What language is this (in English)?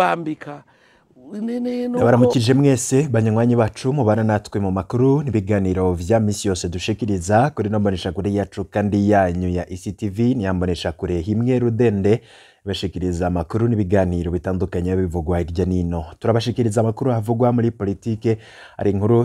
Rundi